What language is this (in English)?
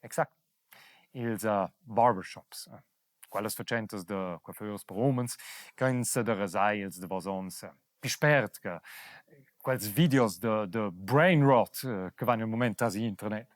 Romansh